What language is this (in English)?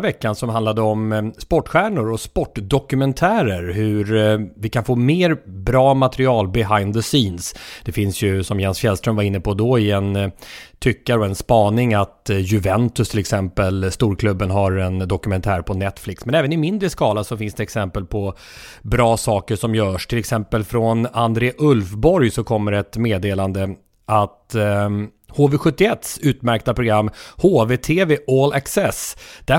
Swedish